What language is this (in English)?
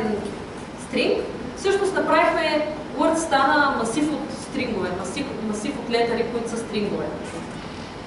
Bulgarian